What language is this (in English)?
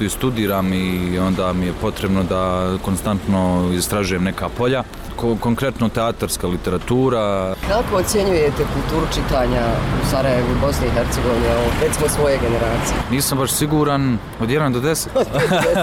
Bosnian